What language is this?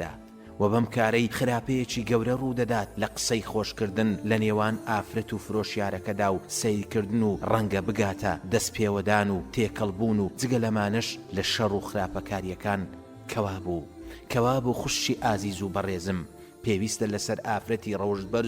Central Kurdish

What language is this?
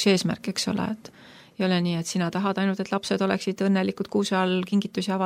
Estonian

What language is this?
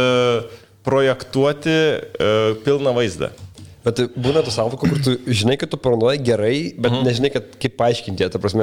Lithuanian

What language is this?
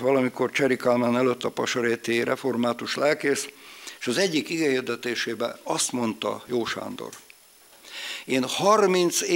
Hungarian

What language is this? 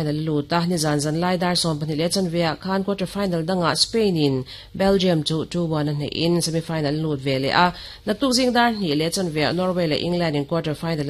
Mizo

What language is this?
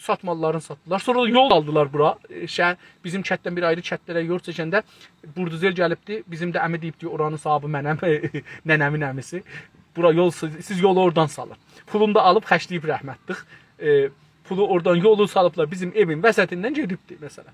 South Azerbaijani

